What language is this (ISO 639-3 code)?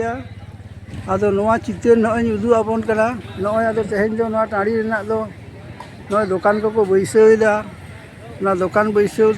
sat